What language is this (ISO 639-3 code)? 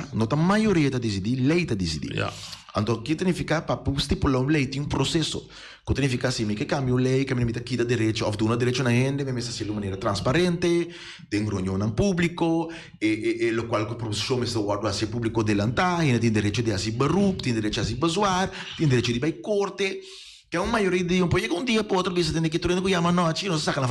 pap